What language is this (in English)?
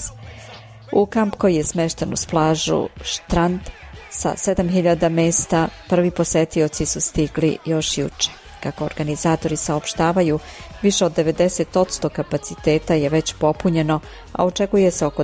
Serbian